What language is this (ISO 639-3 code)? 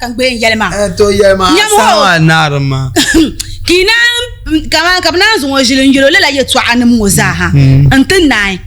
dag